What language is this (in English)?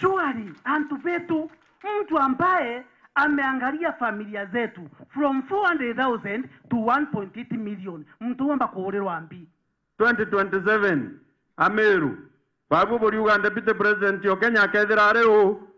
Meru